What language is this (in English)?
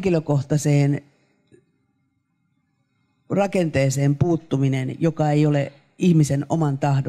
Finnish